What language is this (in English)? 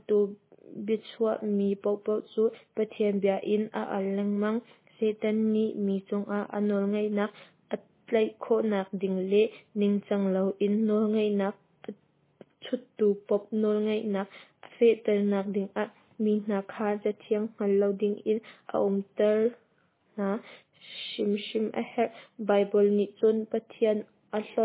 Hakha Chin